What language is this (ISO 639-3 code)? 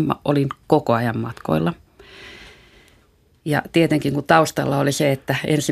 fin